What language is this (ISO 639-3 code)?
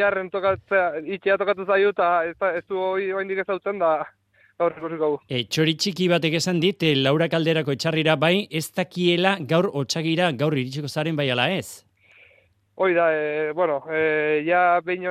eus